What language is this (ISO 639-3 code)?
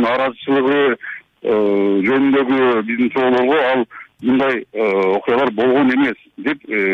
kir